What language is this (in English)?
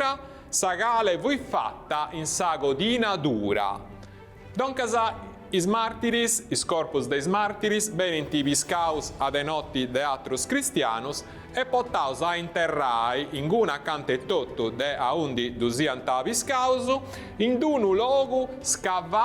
Sardinian